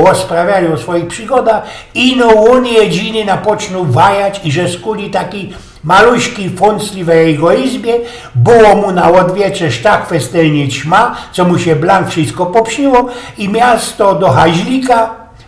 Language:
Silesian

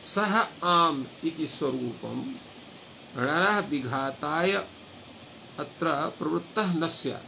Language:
Sanskrit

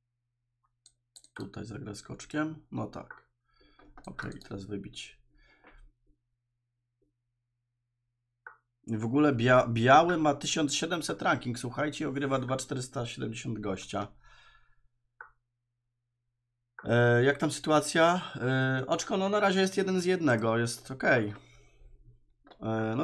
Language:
Polish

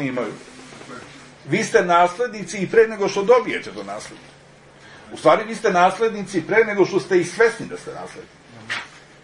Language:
Serbian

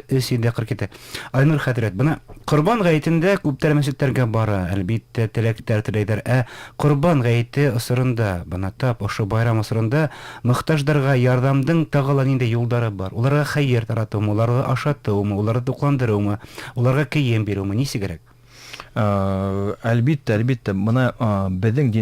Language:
Bashkir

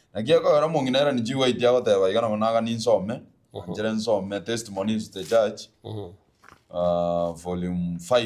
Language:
Gusii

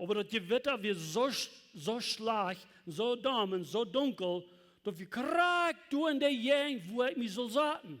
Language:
Plautdietsch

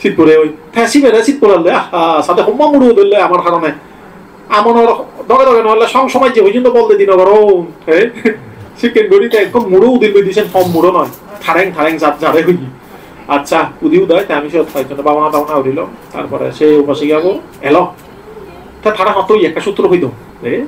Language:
Chakma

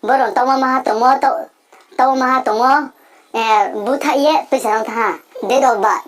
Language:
Riang (India)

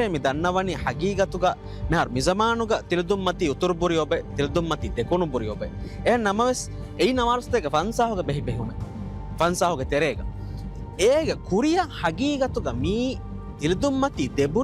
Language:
Divehi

